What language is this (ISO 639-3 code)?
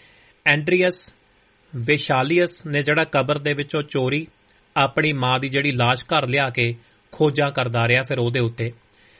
pan